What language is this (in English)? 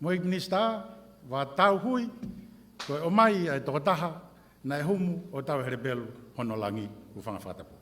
Tongan